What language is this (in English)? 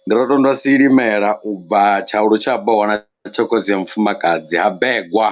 Venda